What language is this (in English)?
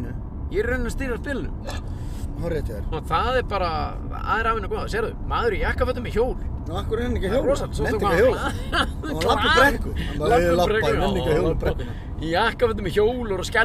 Icelandic